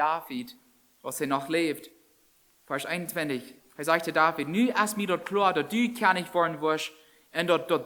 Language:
Plautdietsch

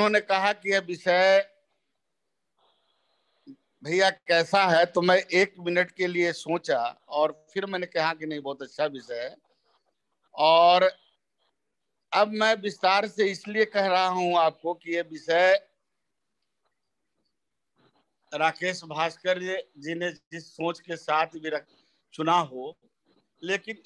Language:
Hindi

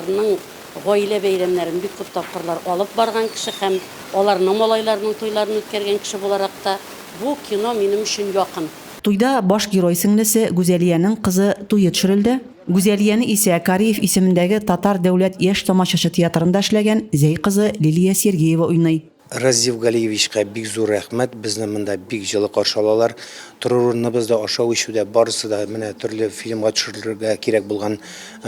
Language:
Tatar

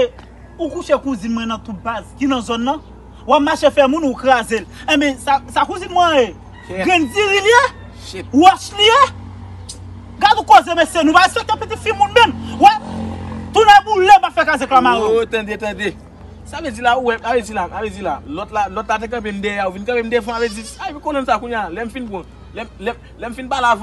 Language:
Haitian Creole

